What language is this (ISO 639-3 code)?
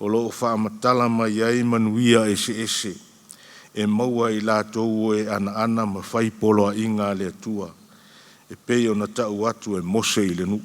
smo